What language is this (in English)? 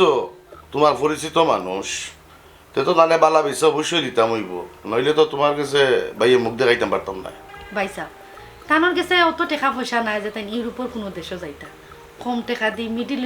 Sylheti